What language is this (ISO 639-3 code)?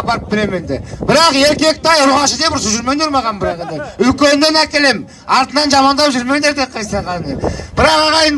kir